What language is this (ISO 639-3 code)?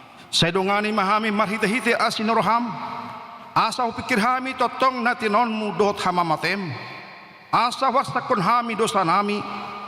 bbc